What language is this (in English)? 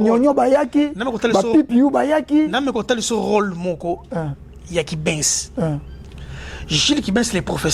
Lingala